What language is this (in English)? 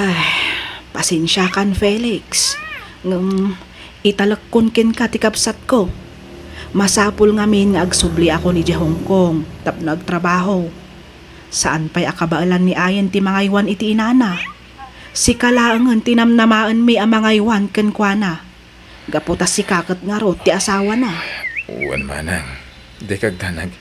Iloko